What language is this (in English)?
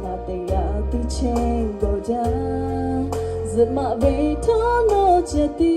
Lahu